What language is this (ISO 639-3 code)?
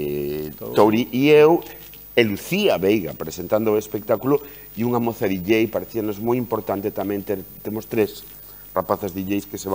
glg